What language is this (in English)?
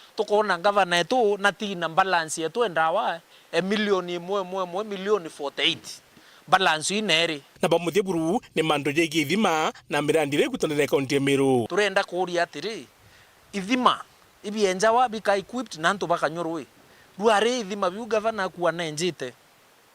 Meru